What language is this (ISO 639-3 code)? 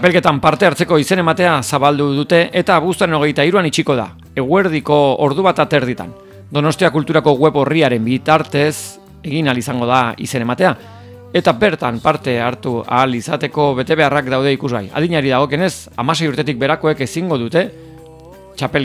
eus